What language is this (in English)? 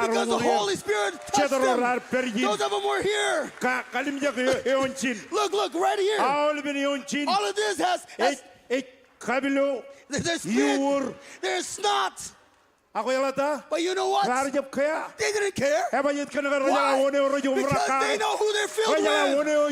Marshallese